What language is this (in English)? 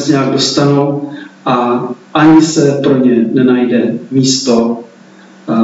Czech